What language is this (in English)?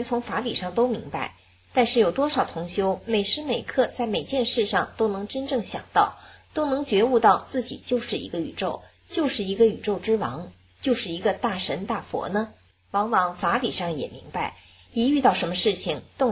Chinese